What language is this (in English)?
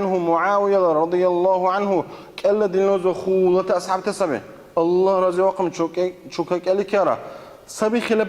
Dargwa